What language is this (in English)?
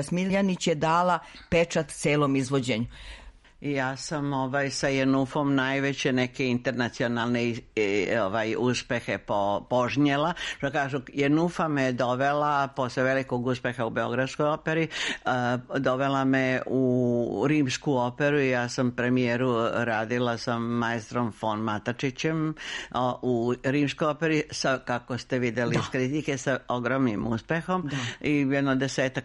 Serbian